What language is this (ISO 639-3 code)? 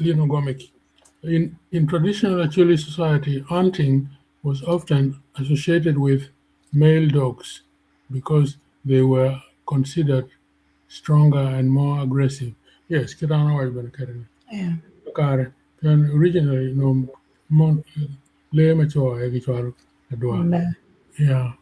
ach